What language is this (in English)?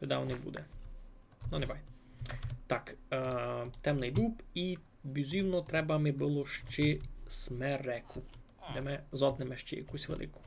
Rusyn